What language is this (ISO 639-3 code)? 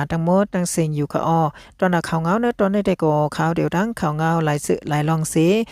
shn